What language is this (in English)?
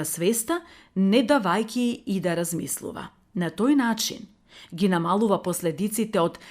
Macedonian